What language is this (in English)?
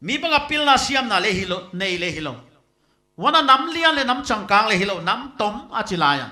Paite Chin